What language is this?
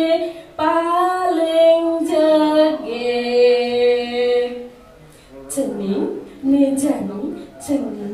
Balinese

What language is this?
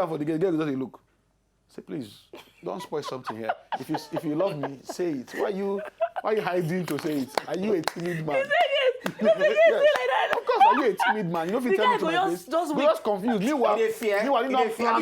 Nigerian Pidgin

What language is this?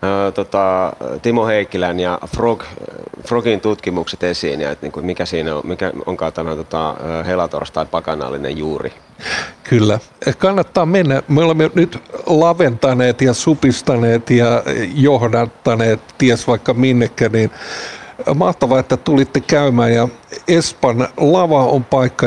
Finnish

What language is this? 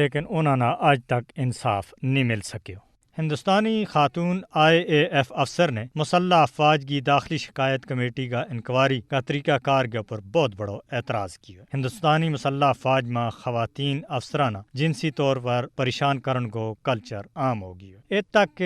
Gujari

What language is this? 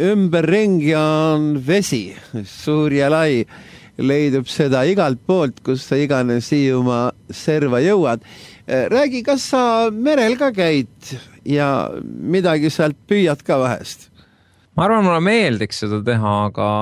Estonian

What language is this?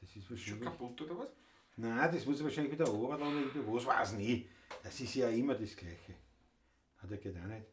Bavarian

